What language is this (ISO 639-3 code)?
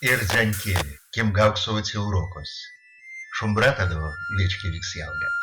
myv